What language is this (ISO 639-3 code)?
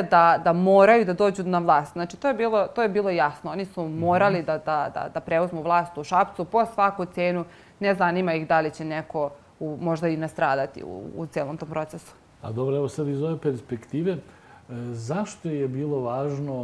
srp